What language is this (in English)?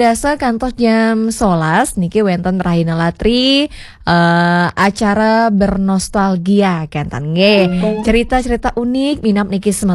Balinese